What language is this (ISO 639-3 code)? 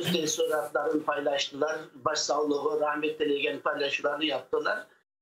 crh